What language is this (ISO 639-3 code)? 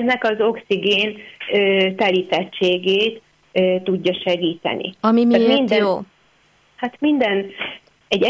hun